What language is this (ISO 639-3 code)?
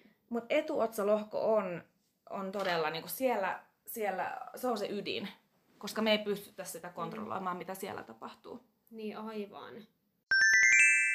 fin